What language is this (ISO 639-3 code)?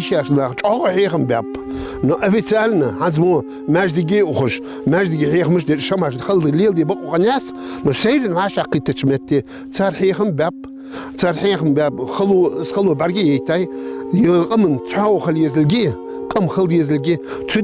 inh